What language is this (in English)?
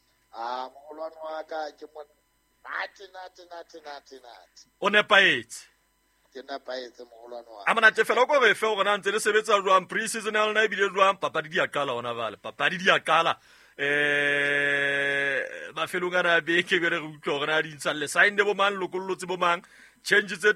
Southern Sotho